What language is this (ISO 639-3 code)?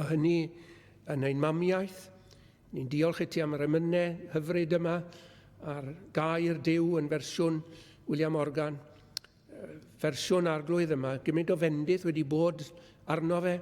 cym